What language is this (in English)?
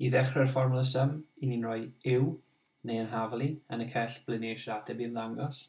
Welsh